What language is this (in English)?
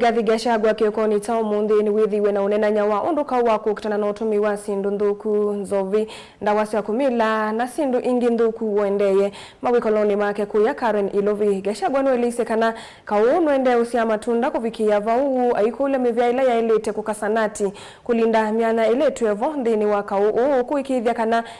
Kamba